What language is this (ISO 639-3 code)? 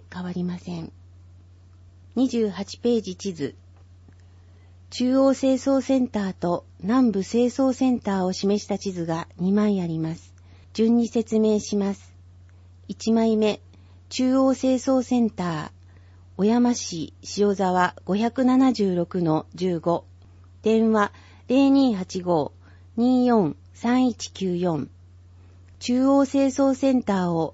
jpn